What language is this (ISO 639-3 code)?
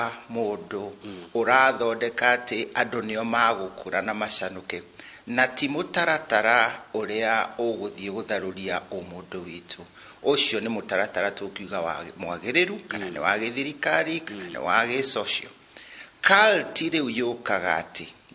kik